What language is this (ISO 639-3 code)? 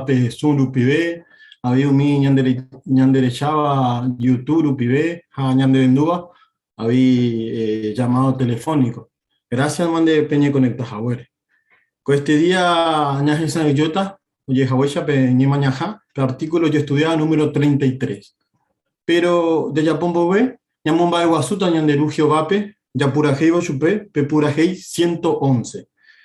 grn